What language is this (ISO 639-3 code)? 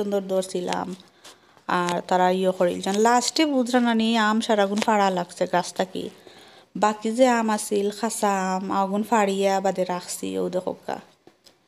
syl